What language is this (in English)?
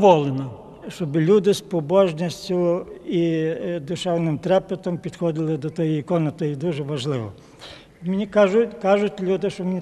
Ukrainian